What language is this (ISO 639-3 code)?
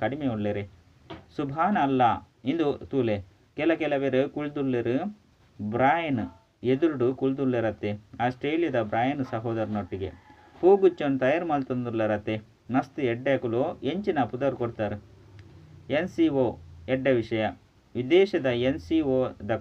tcy